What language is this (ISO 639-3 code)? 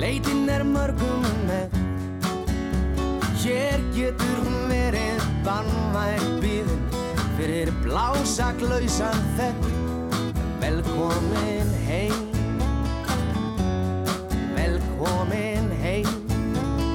isl